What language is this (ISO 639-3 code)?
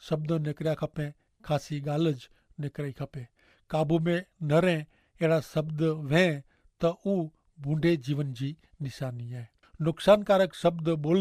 kfr